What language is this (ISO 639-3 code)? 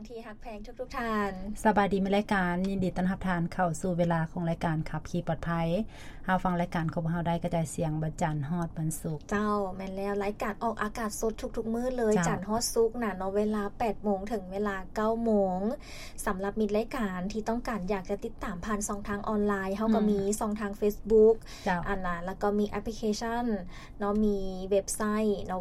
lao